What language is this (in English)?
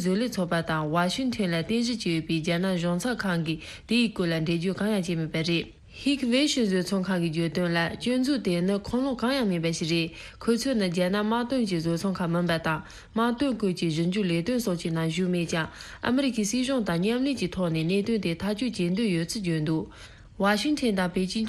Tibetan